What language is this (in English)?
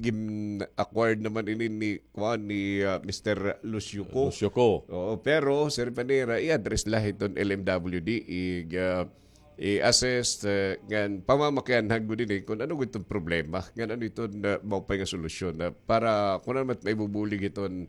Waray